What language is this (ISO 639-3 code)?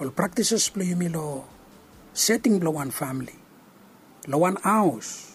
bis